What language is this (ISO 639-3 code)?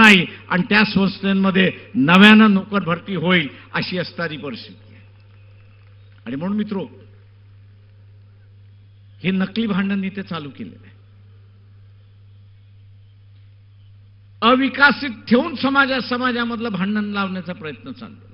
mar